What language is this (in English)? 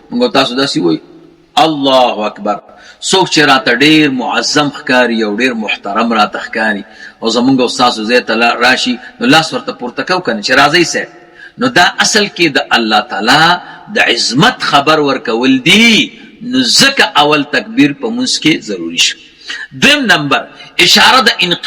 Pashto